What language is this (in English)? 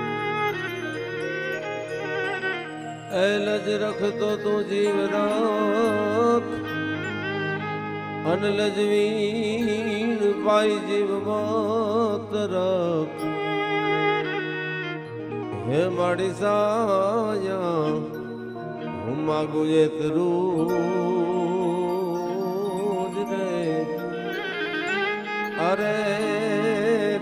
Gujarati